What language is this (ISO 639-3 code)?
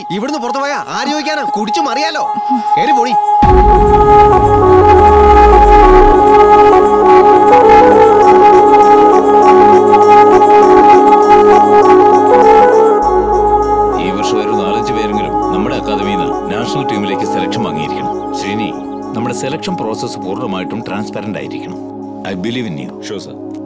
mal